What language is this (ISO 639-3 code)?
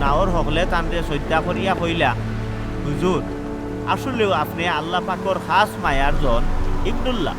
syl